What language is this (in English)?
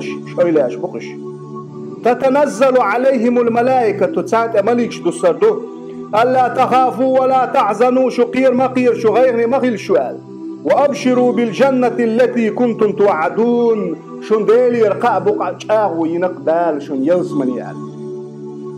Chechen